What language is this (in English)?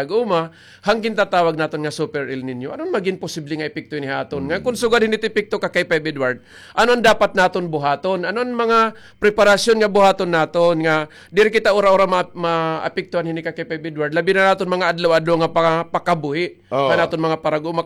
Waray